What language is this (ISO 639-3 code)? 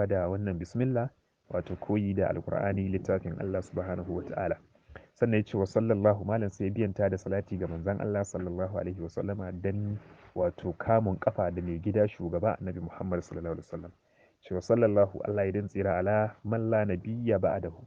hau